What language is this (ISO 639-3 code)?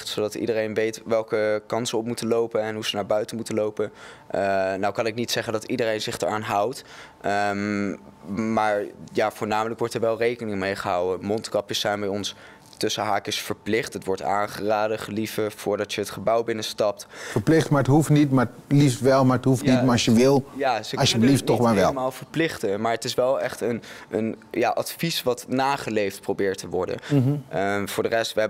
nld